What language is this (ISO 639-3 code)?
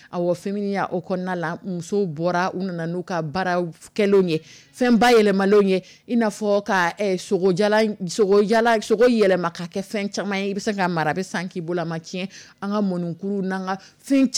dyu